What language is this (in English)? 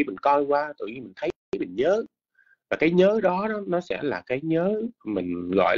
Vietnamese